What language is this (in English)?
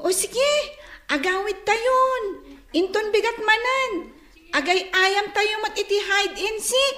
Iloko